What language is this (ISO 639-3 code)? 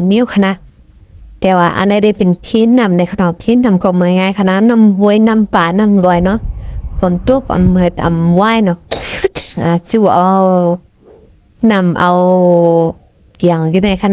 shn